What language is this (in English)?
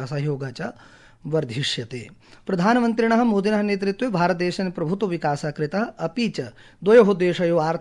Sanskrit